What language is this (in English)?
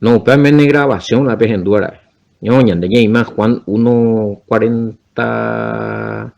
Guarani